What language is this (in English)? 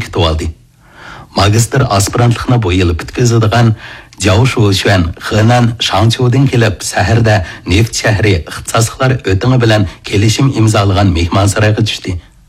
Uyghur